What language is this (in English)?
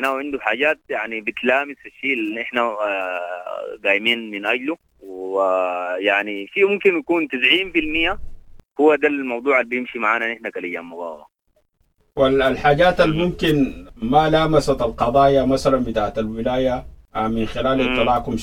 Sudanese Arabic